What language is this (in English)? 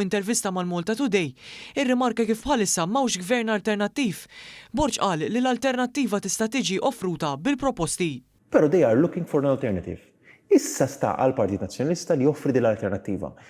Maltese